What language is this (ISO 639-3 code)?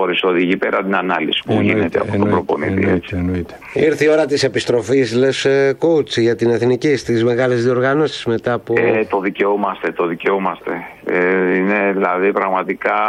ell